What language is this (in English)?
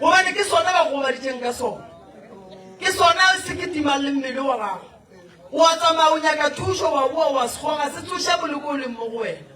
Northern Sotho